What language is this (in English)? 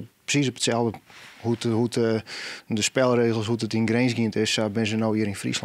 Western Frisian